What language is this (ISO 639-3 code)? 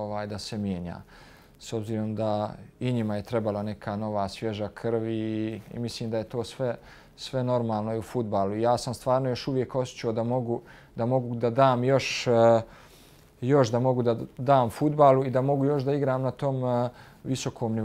bos